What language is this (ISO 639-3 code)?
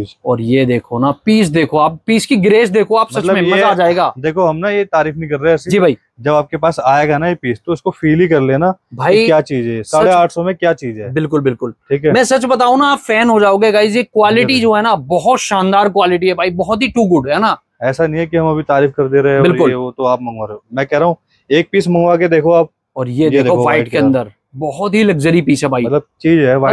hin